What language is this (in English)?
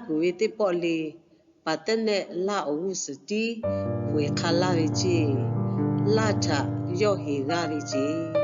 Lahu